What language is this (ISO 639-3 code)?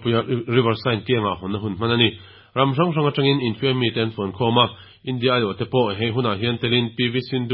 lus